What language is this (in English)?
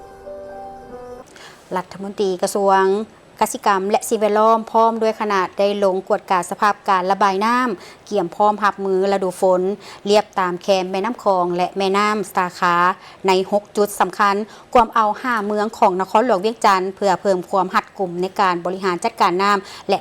Lao